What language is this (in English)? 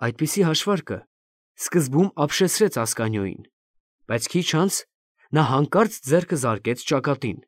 Armenian